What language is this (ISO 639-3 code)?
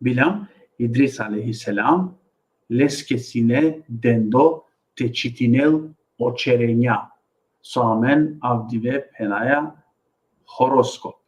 rmn